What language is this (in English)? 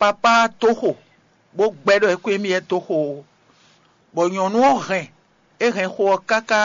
Fon